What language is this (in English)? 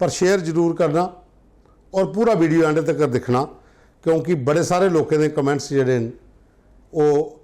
Dogri